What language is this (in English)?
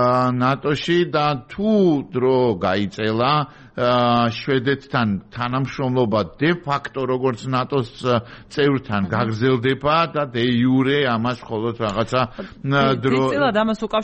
Georgian